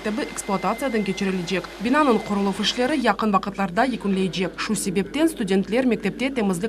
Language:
Crimean Tatar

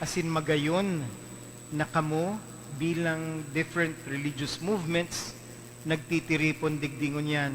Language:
Bikol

